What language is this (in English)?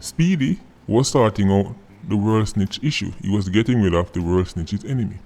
Jamaican Creole English